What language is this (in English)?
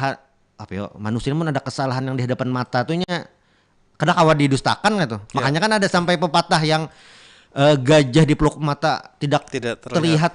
Banjar